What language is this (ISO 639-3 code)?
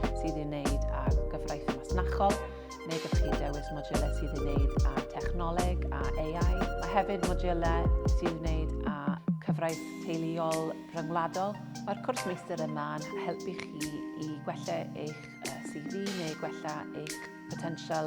cym